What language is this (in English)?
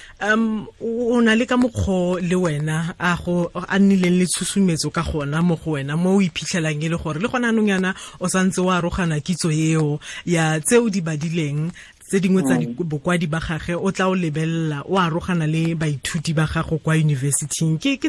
Tswana